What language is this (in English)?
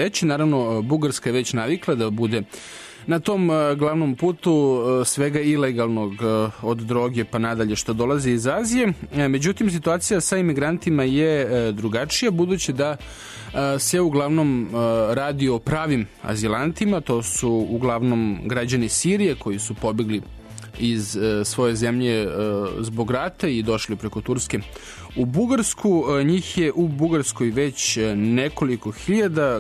Serbian